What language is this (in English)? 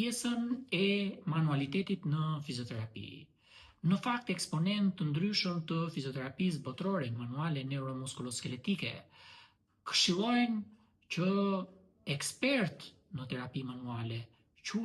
Albanian